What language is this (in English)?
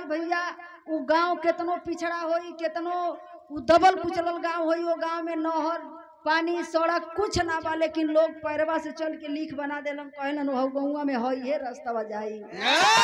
Bhojpuri